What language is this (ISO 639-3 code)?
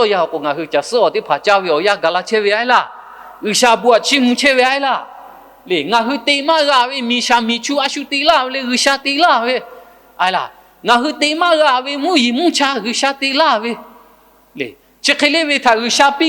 lhu